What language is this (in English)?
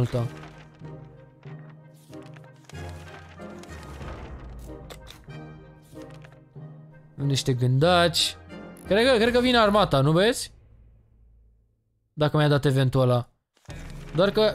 Romanian